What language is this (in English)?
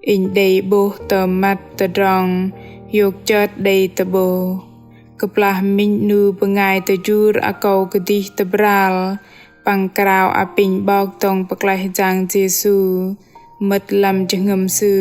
Bahnar